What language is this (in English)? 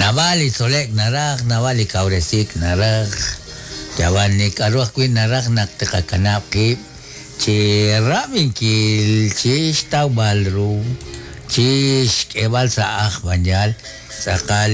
Kekchí